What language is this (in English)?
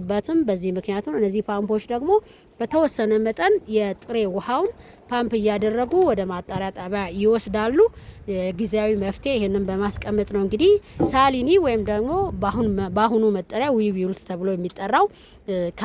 Amharic